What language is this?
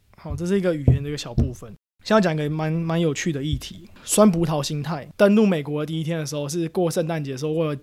Chinese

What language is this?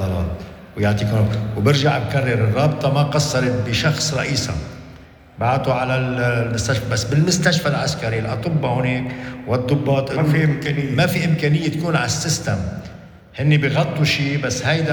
North Levantine Arabic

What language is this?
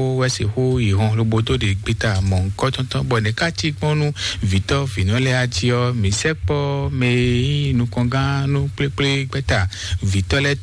Fon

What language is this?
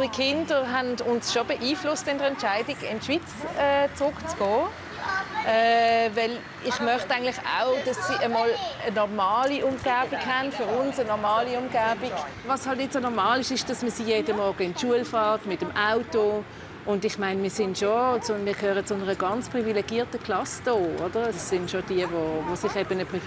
Swiss German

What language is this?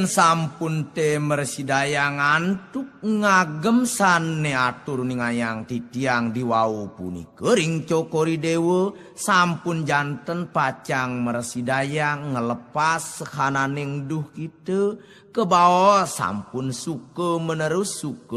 Balinese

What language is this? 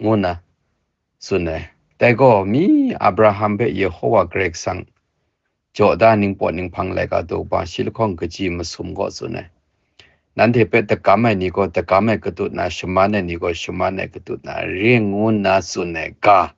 Kachin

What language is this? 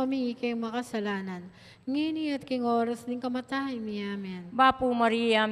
Pampanga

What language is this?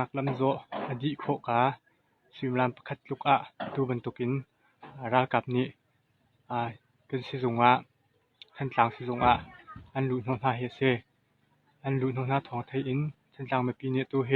Hakha Chin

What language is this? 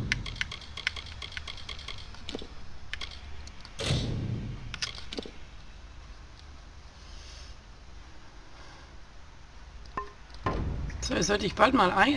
German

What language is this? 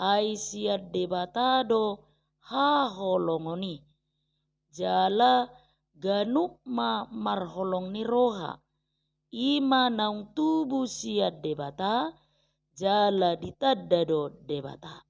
Batak Toba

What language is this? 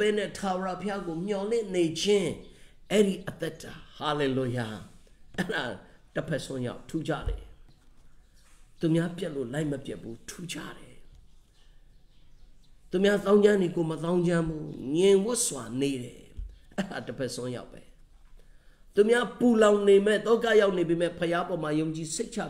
Burmese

